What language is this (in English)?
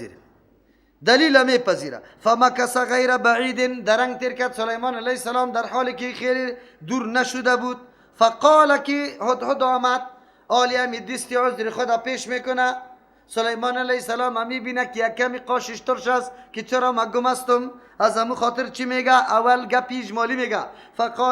Persian